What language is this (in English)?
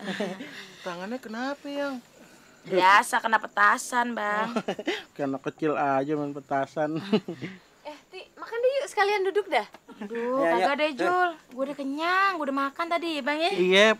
Betawi